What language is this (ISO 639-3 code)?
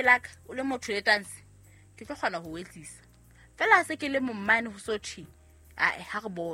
sot